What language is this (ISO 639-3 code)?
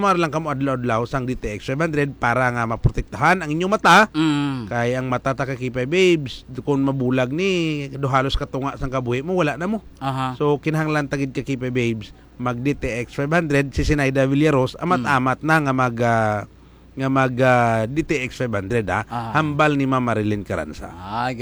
hil